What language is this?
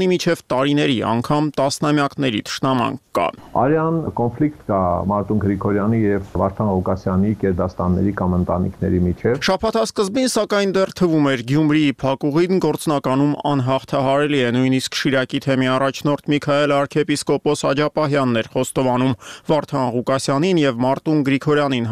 Armenian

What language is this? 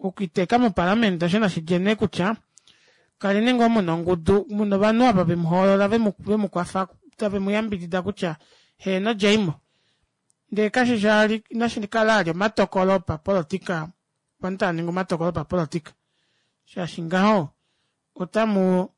Kuanyama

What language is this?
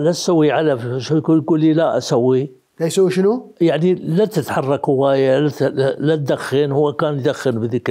Mesopotamian Arabic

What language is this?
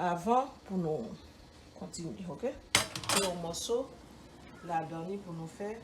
Haitian Creole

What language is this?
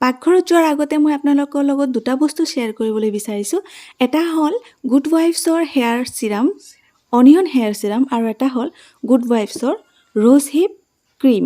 Assamese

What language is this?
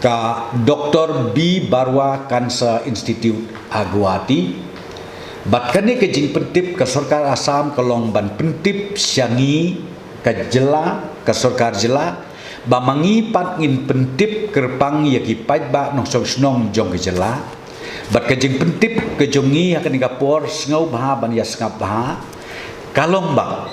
Khasi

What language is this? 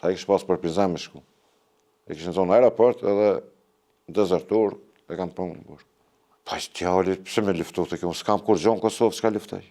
Albanian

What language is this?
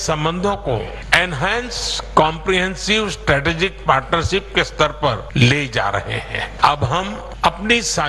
Hindi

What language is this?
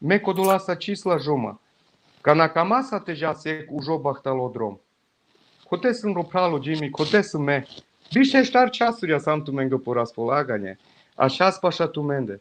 Balkan Romani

